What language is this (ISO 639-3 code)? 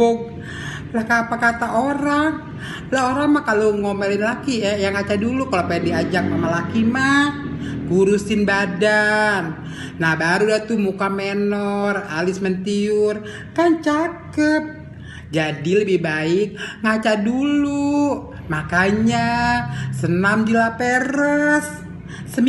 bew